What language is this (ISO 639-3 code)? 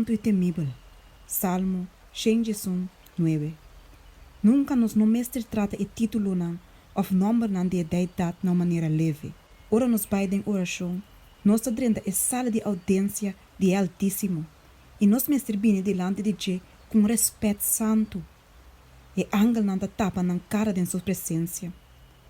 pap